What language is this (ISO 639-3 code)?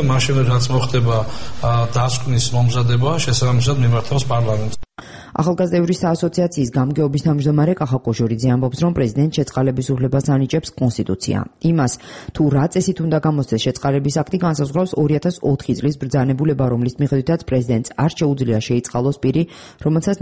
kat